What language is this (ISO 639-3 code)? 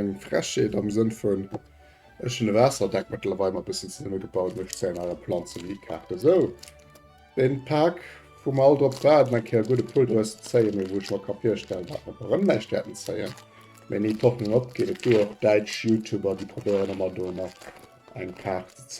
ltz